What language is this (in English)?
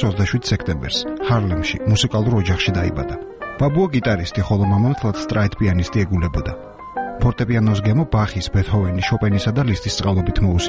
Georgian